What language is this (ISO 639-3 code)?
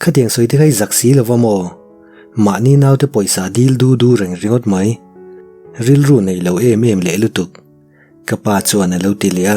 lus